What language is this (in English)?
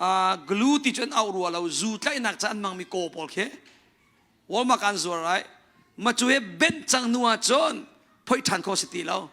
Hakha Chin